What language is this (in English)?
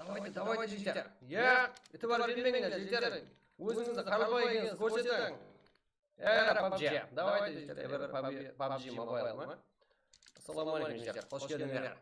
Kara-Kalpak